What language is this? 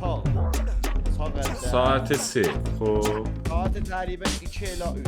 South Azerbaijani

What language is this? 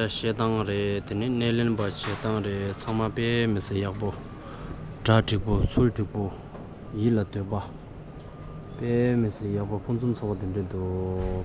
Tibetan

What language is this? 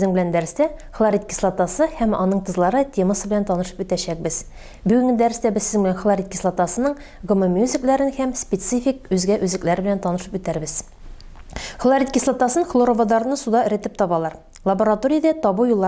Tatar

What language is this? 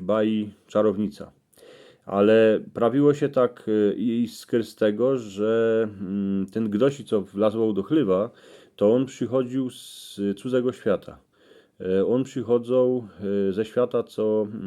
Silesian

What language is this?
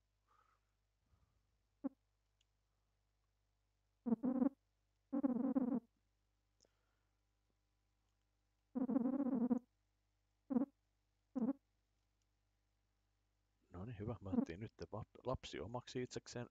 Finnish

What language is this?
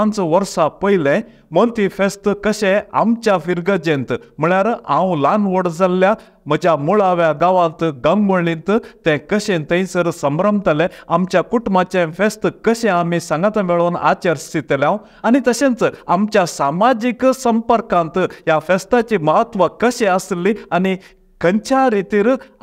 Konkani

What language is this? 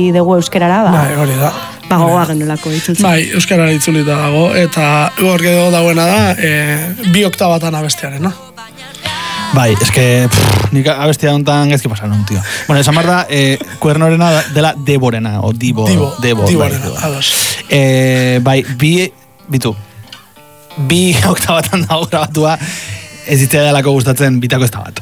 Basque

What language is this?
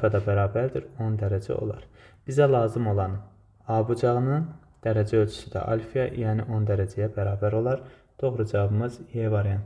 Azerbaijani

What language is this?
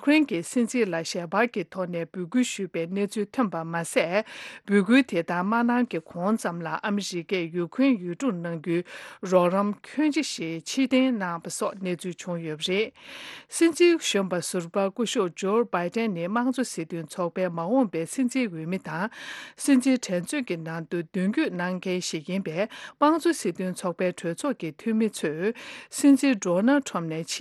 Tibetan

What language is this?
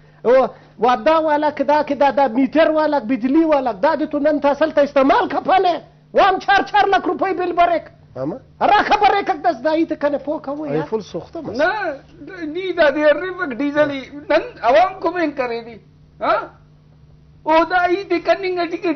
Brahui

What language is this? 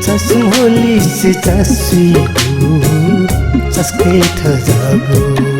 Newari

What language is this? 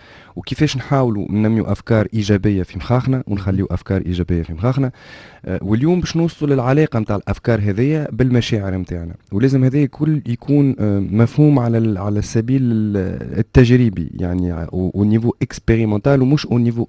Tunisian Arabic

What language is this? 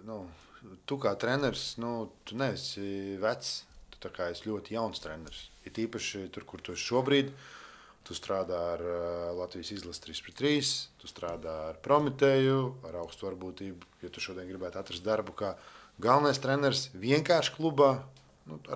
Latvian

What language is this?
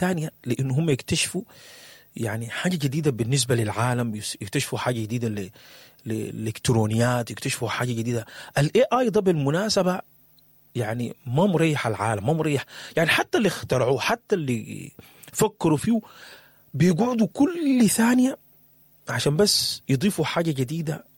Sudanese Arabic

